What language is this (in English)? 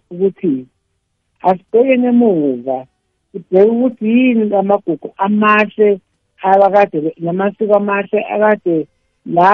South Ndebele